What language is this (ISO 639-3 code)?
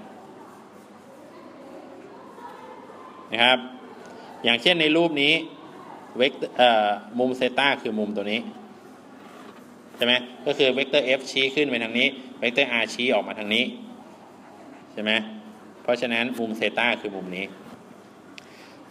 tha